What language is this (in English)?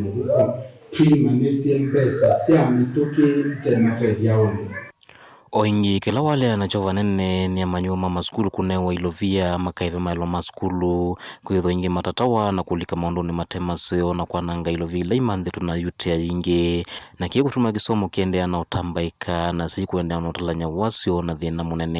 Kamba